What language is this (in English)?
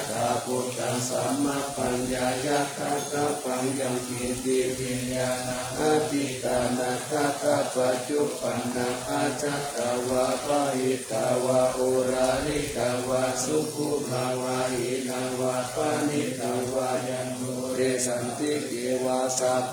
Pali